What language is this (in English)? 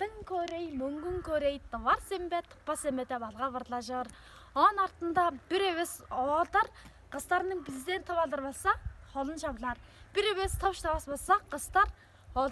Tuvinian